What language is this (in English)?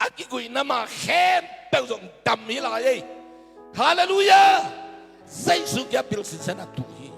Tedim Chin